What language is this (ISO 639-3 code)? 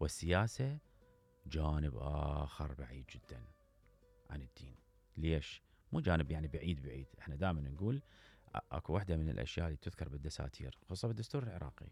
acm